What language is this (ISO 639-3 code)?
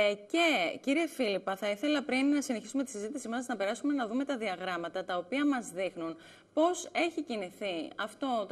ell